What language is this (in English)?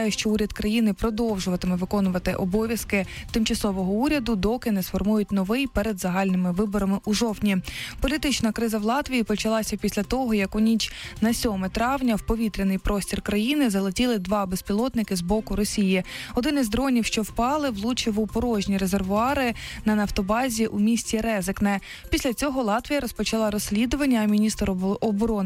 Ukrainian